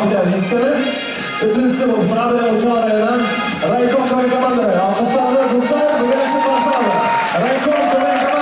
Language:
Bashkir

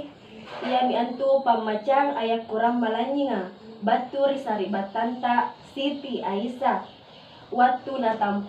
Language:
Makasar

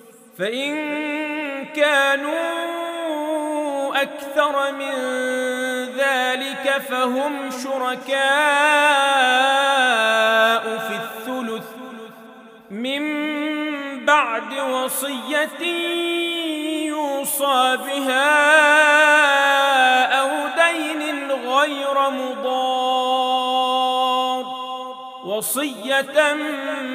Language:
Arabic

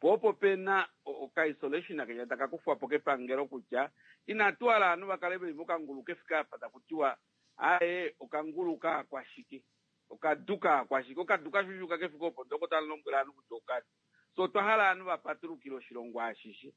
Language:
Kuanyama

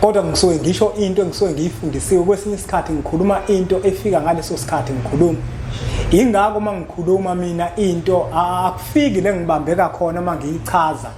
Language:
Zulu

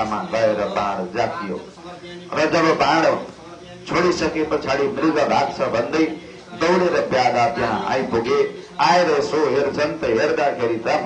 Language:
Nepali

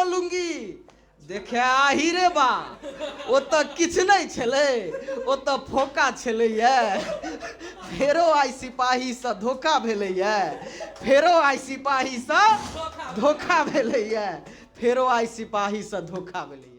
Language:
Maithili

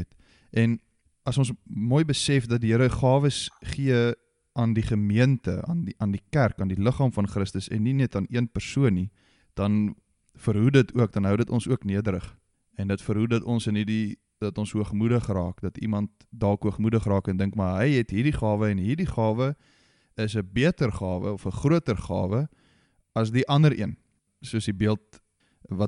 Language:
Afrikaans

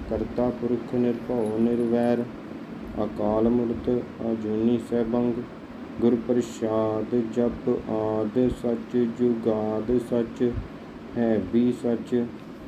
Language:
Punjabi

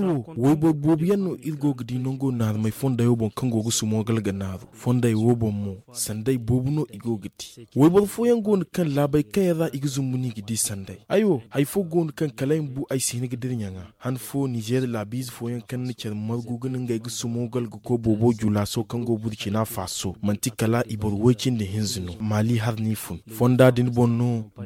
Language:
Zarma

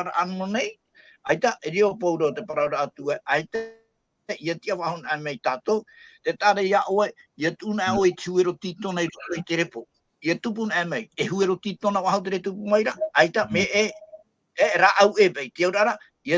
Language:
Tahitian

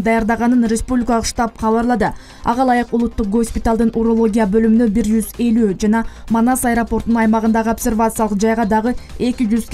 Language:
Kyrgyz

